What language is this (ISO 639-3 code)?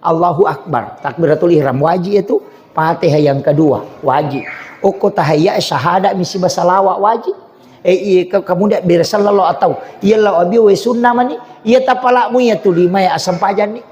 bug